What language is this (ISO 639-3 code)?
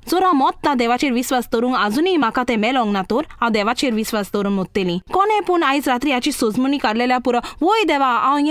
kok